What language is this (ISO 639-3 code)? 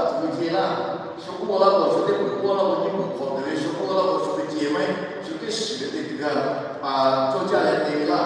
lhu